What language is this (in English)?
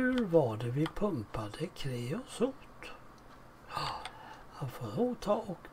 Swedish